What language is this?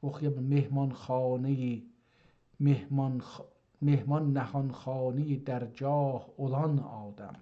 South Azerbaijani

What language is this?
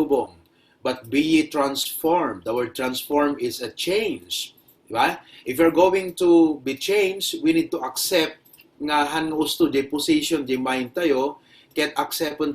Iloko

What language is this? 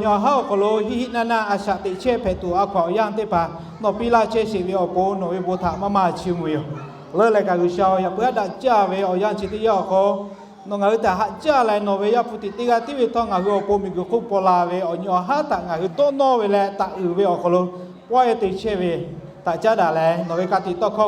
Lahu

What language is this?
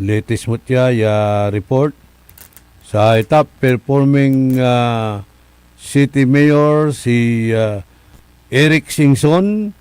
Pangasinan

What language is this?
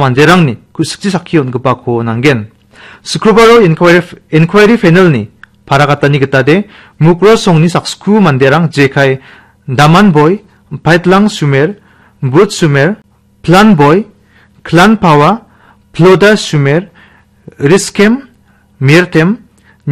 Garo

